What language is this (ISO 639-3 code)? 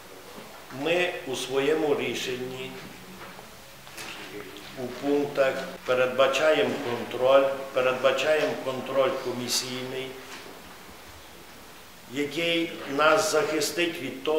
ukr